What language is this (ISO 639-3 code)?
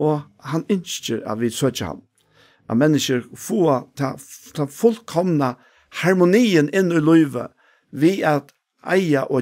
fao